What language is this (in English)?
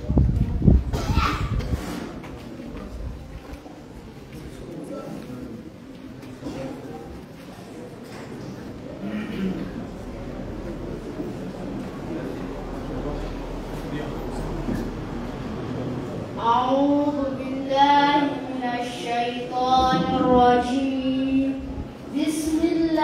Ngazidja Comorian